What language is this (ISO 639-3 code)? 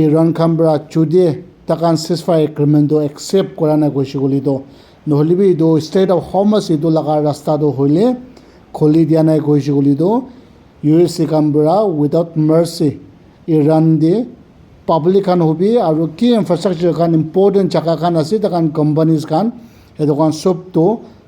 nag